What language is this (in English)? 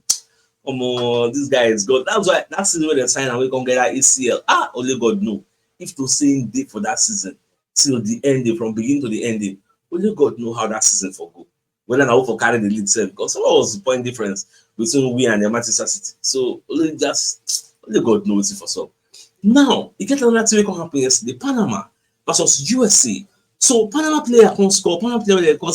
Nigerian Pidgin